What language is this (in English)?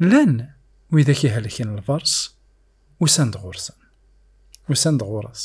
Kabyle